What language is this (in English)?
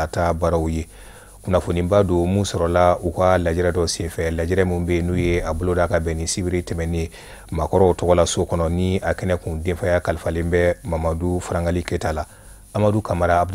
Bambara